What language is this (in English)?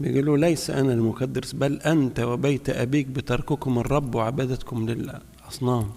Egyptian Arabic